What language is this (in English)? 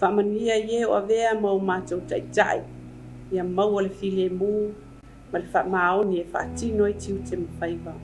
Samoan